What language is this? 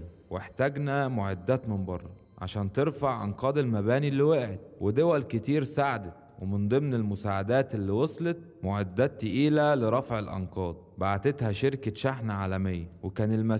Egyptian Arabic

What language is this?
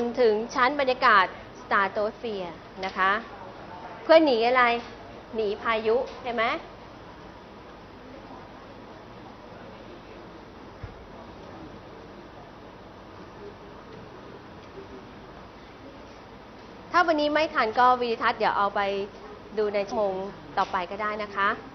Thai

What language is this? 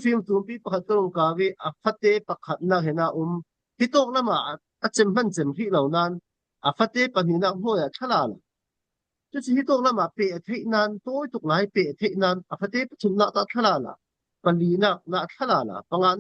Falam Chin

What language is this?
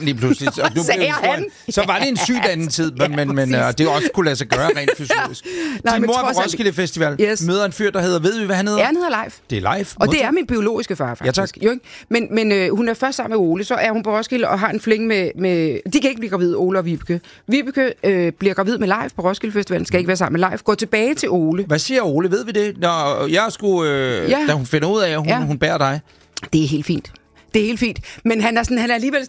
Danish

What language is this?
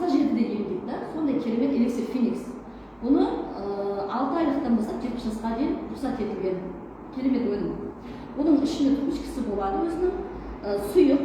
Kazakh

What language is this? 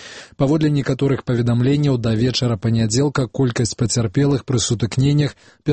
Belarusian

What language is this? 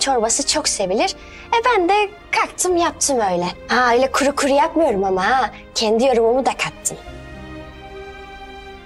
Turkish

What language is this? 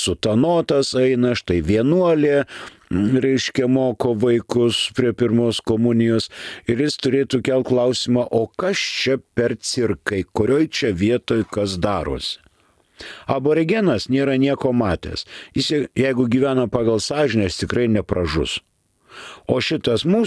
Lithuanian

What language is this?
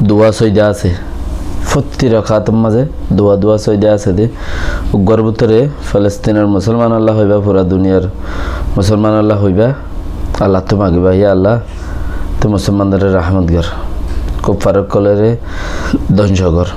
Rohingya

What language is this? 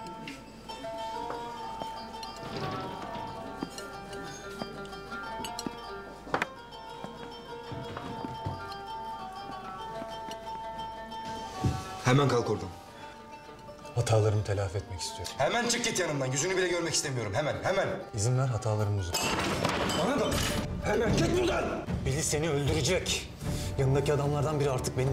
Turkish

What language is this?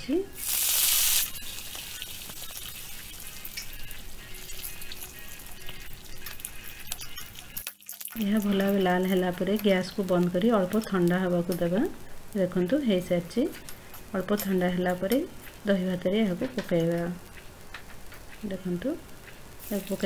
Odia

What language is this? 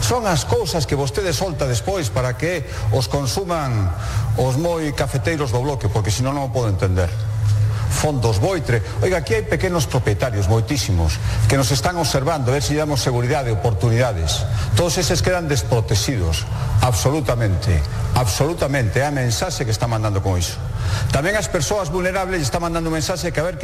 Galician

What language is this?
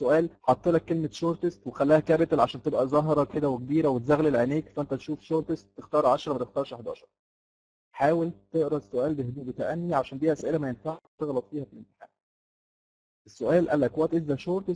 Egyptian Arabic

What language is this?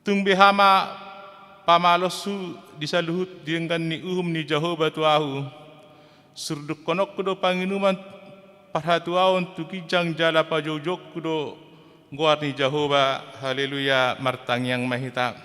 Batak Toba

